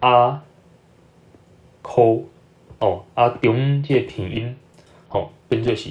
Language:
Min Nan Chinese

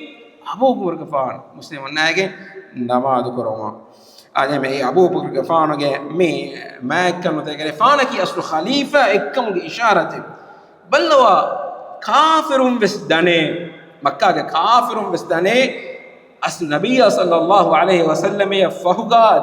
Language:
Divehi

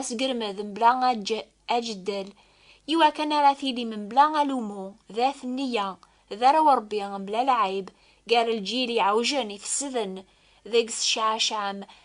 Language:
Kabyle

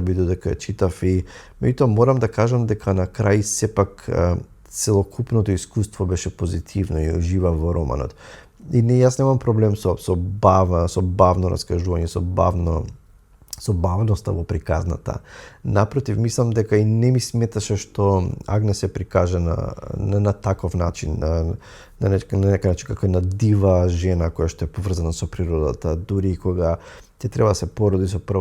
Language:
Macedonian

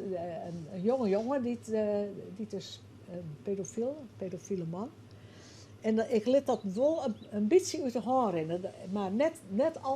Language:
Western Frisian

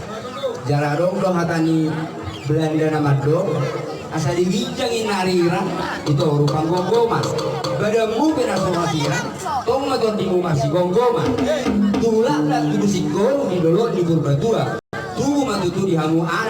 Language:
Batak Toba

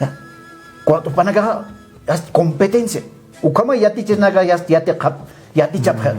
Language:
Aymara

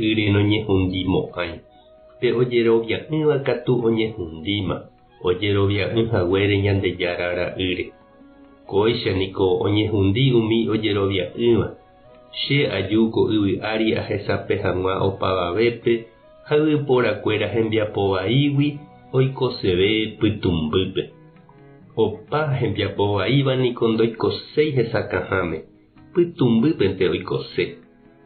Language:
Guarani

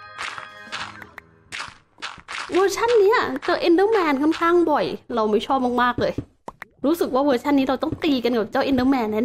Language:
Thai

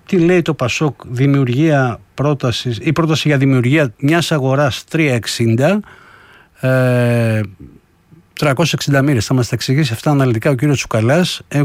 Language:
Greek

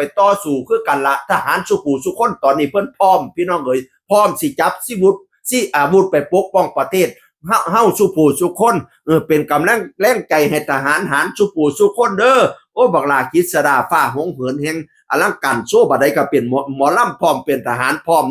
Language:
Northeastern Thai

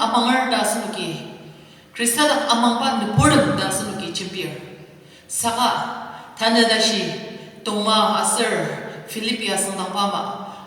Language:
Ao Naga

